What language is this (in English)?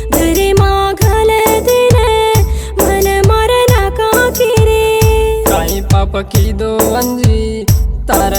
Lambadi